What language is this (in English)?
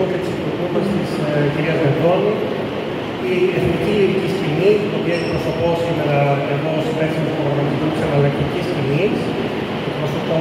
Greek